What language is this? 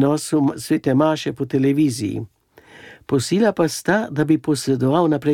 Slovenian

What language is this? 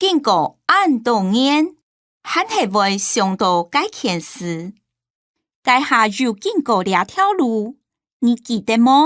Hakka Chinese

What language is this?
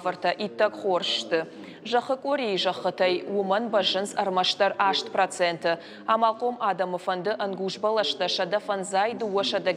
Ossetic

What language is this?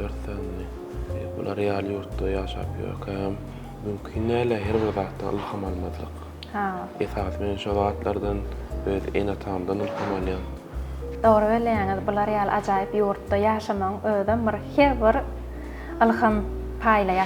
Turkmen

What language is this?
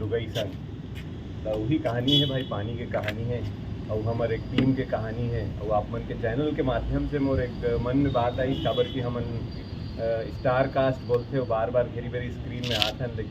Chhattisgarhi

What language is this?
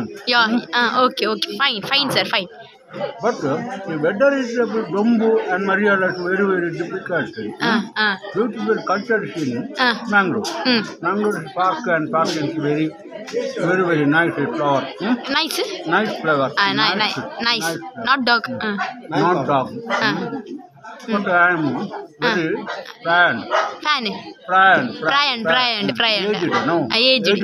Tulu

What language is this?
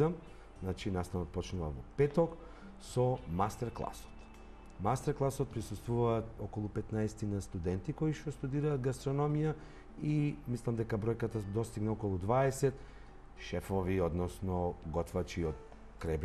Macedonian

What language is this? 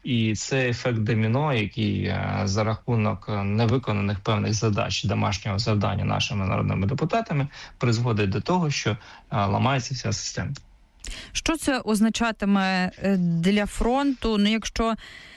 Ukrainian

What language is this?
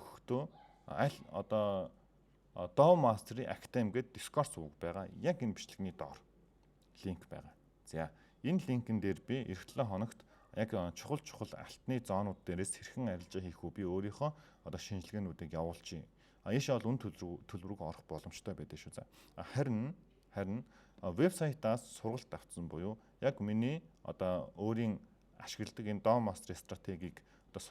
Mongolian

